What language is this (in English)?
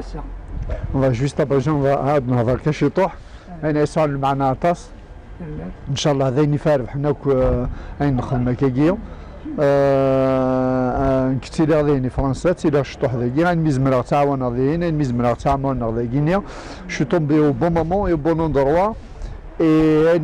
Kabyle